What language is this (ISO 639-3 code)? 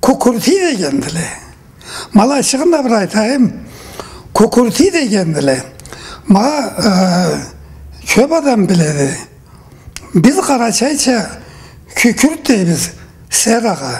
krc